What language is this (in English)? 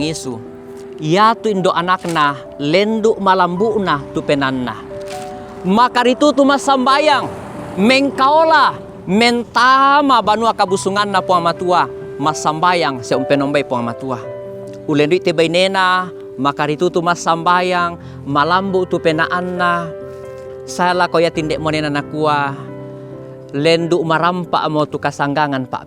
Toraja-Sa'dan